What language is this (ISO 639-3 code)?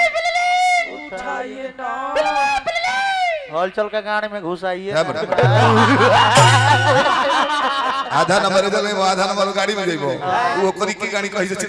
bho